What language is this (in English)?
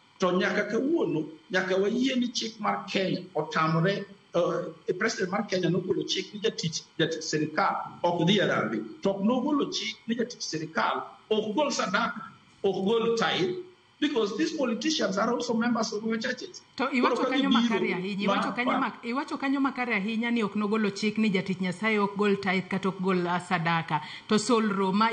Luo (Kenya and Tanzania)